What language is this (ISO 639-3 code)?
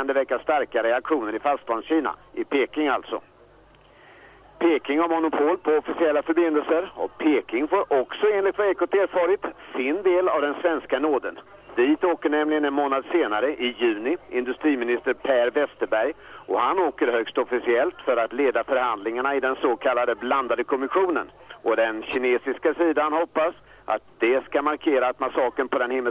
swe